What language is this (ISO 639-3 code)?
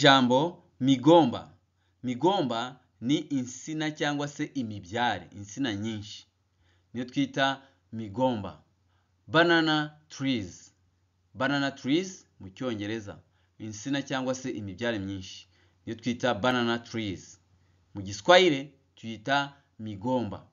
kin